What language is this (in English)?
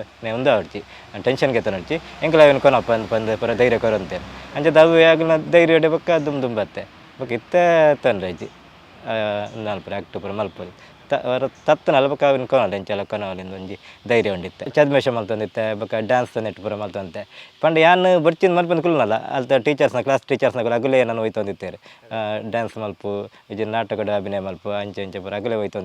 Tulu